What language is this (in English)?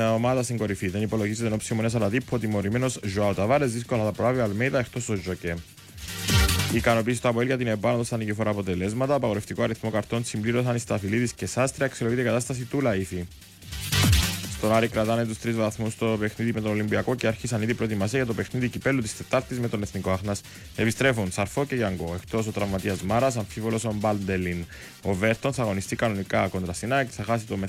Greek